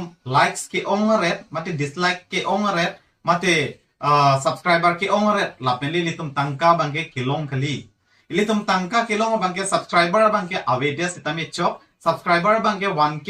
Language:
Karbi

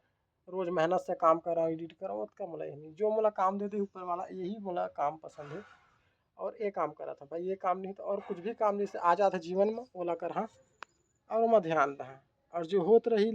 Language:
Chhattisgarhi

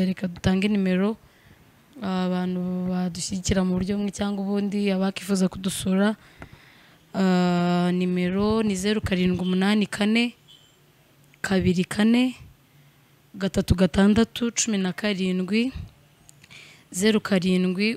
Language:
Kinyarwanda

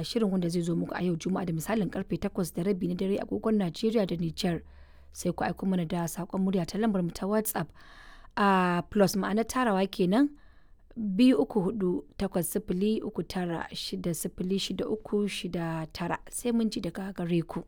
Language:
Hausa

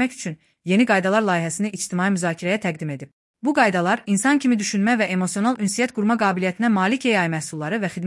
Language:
Azerbaijani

